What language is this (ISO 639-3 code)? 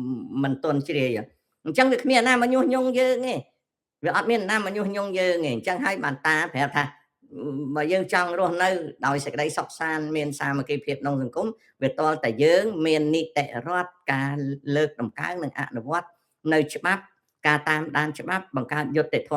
khm